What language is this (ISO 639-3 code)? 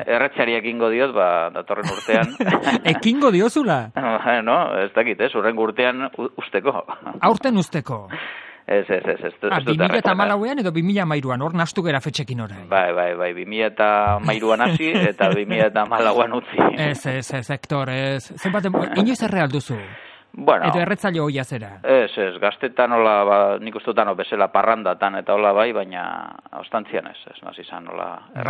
eus